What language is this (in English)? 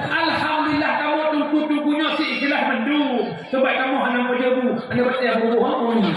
Achinese